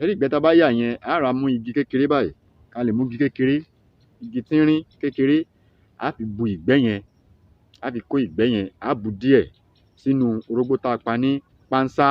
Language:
Yoruba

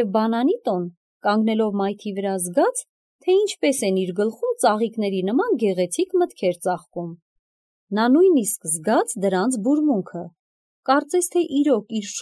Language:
Armenian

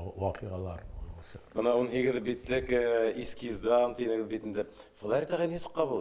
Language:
Bashkir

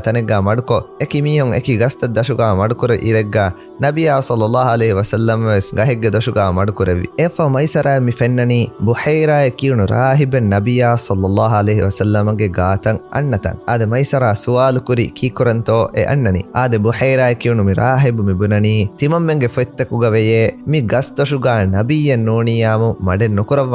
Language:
Divehi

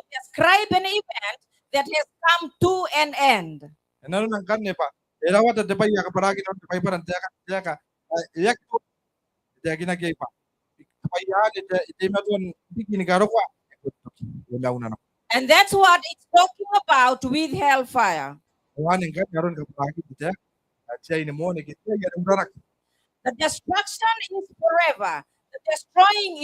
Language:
Gilbertese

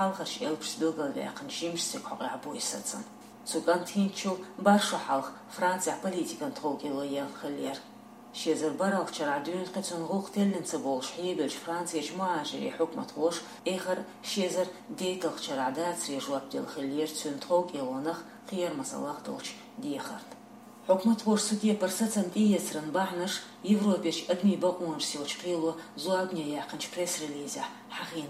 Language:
Chechen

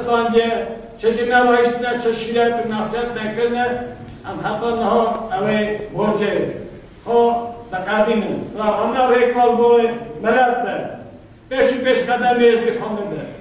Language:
Kurdish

